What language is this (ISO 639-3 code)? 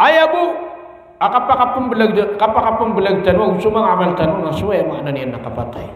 mrw